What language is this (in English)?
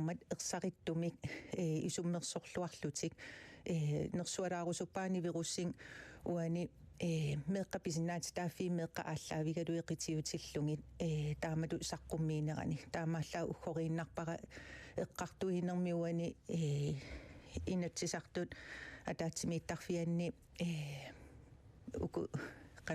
Kalaallisut